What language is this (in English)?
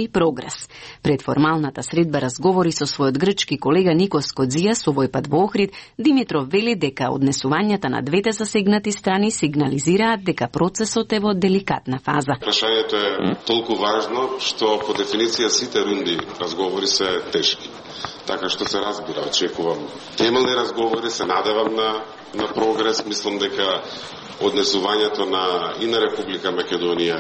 Macedonian